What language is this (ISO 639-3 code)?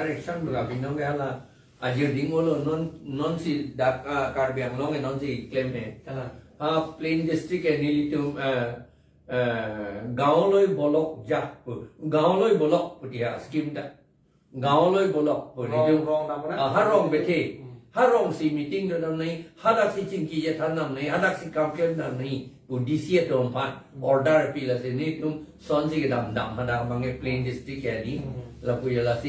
mjw